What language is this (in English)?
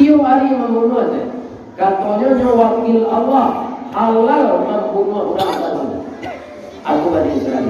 Minangkabau